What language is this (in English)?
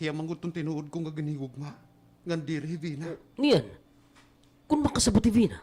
Waray